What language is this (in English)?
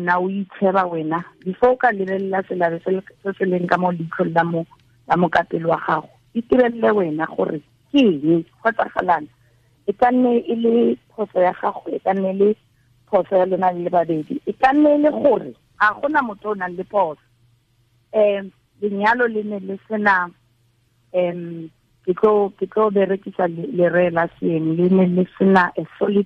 Tswana